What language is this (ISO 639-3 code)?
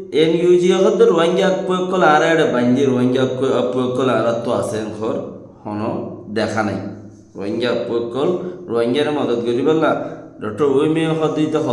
rhg